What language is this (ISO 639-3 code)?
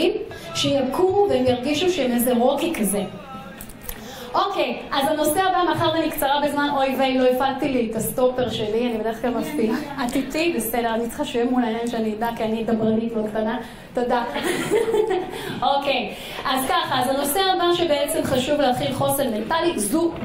heb